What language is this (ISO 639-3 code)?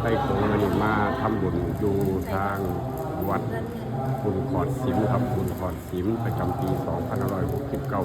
tts